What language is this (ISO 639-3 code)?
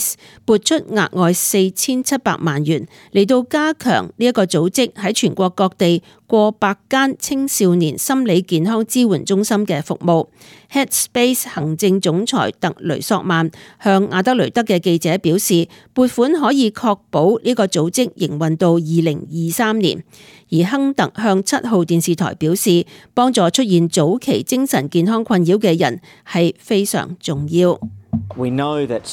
yue